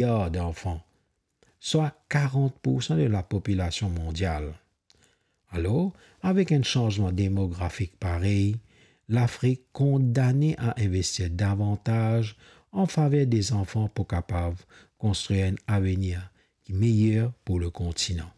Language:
Morisyen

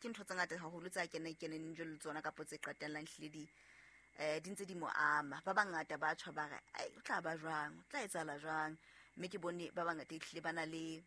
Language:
Southern Sotho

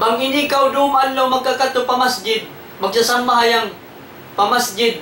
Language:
Tausug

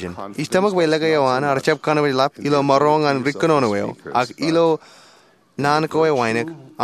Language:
Marshallese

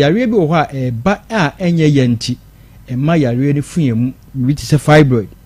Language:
Akan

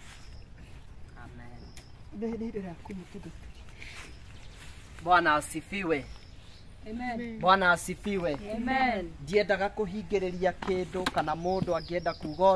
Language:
Kikuyu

